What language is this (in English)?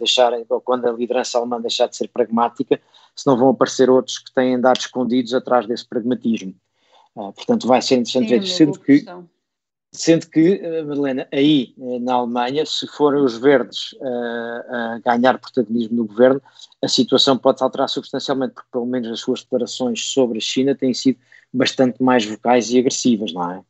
Portuguese